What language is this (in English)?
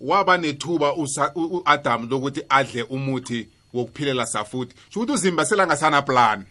South Ndebele